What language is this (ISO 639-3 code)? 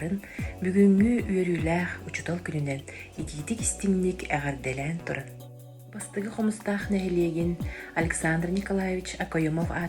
sah